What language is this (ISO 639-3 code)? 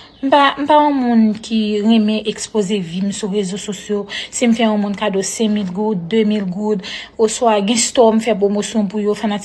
hat